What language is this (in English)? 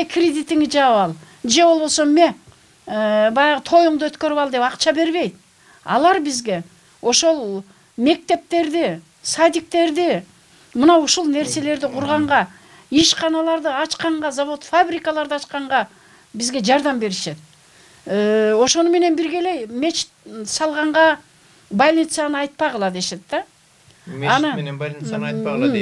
Kyrgyz